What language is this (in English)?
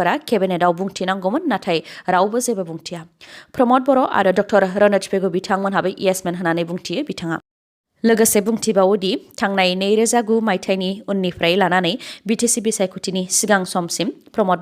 Bodo